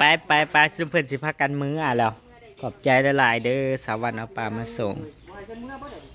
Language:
Northeastern Thai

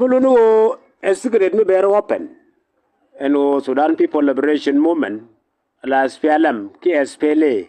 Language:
Nuer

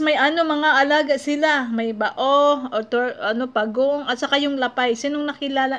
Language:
Filipino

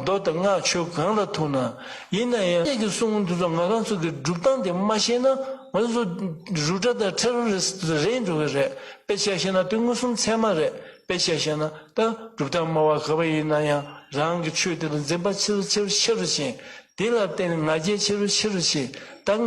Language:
Tibetan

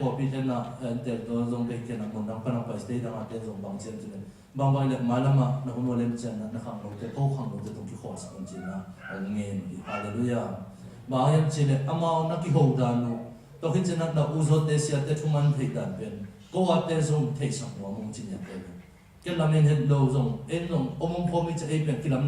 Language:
Tedim Chin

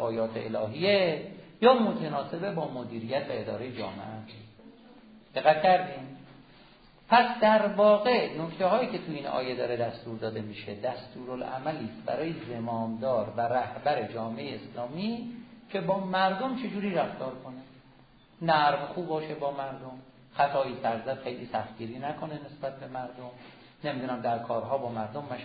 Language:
Persian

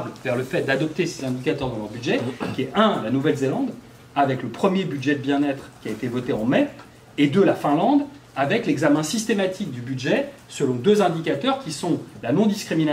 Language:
French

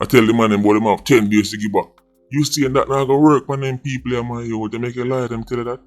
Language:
Jamaican Creole English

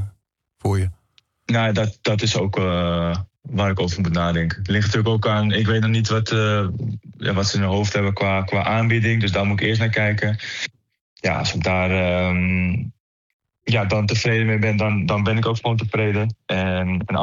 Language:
Dutch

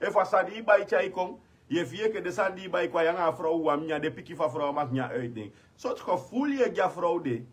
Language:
Sranan Tongo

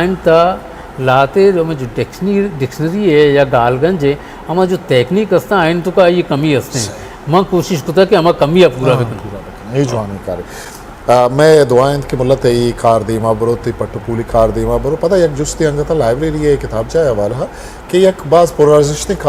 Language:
Eastern Balochi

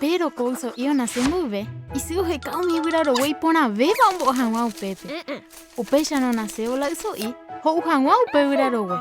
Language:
Guarani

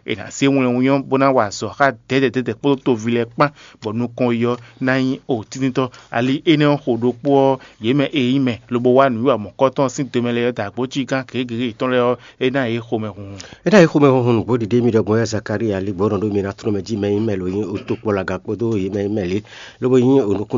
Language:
Fon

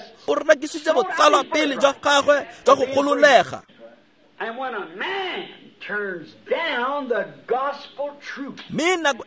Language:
Tswana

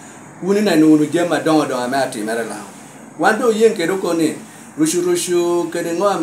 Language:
Lango (Uganda)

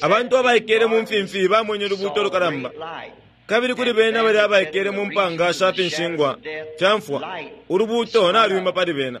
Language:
Bemba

